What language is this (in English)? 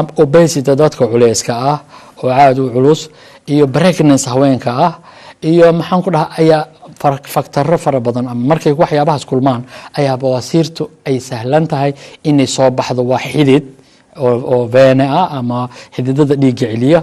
Somali